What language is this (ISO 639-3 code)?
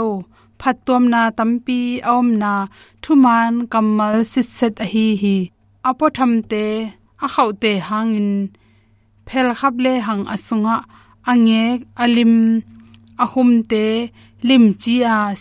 ctd